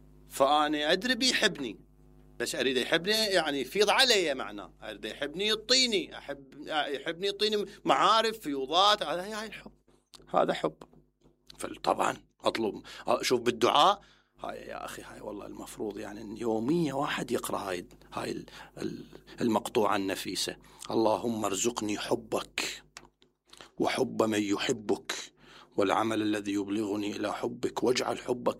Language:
Mesopotamian Arabic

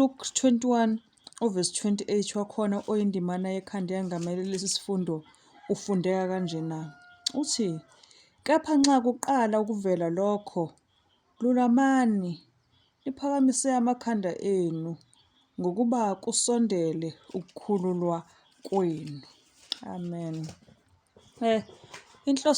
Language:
Zulu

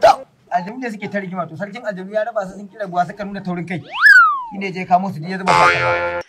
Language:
Hausa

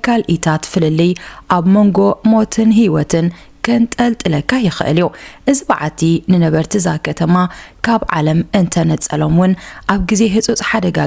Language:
Tigrinya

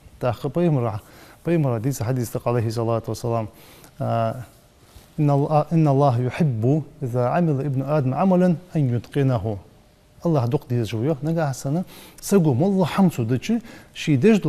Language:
Ingush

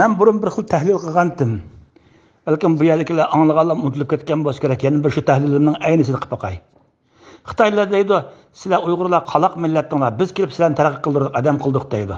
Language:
Uyghur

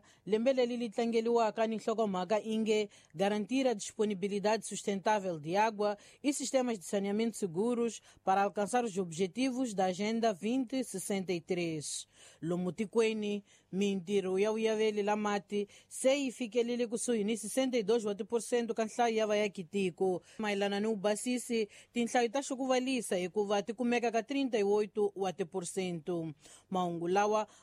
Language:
Tsonga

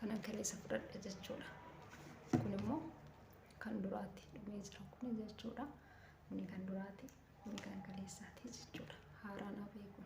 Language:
Oromo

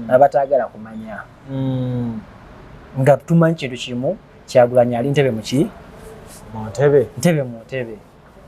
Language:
Ganda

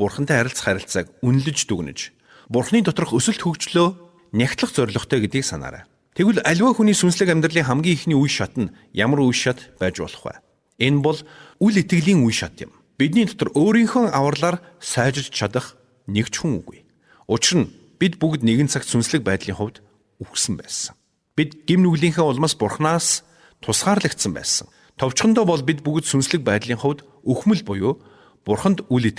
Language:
Mongolian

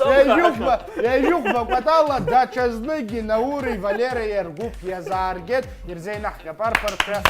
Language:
Abkhazian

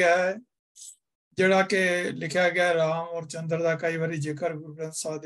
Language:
Punjabi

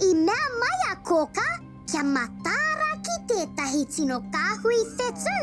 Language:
Māori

